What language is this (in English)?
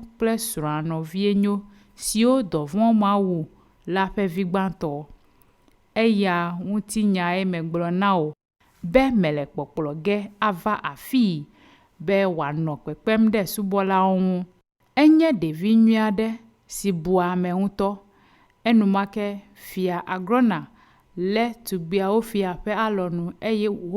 Ewe